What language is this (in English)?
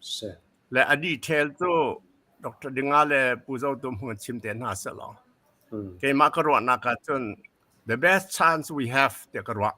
Hakha Chin